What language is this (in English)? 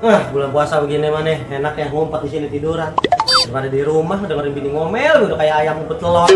Betawi